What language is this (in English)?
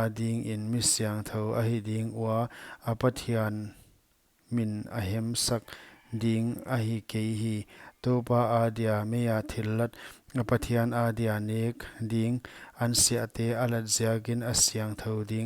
Paite Chin